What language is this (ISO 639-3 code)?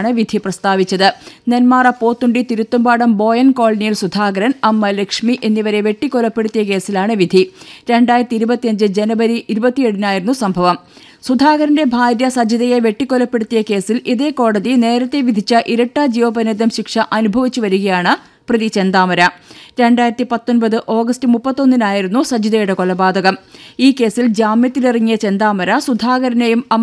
mal